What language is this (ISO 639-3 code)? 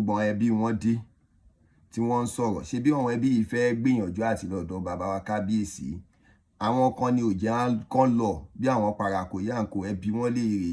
yor